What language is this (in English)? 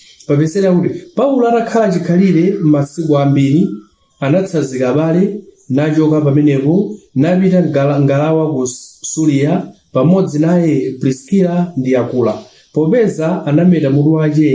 Nyanja